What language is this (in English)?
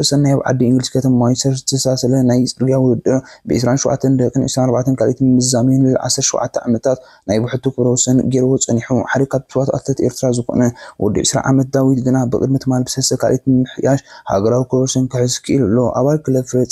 Tigrinya